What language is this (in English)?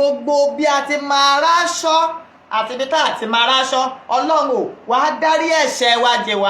Yoruba